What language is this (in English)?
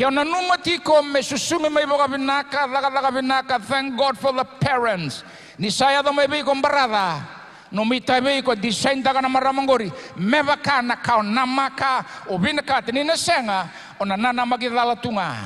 Fijian